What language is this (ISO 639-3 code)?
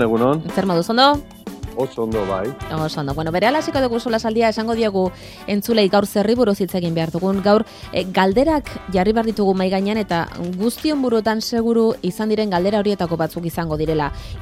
eus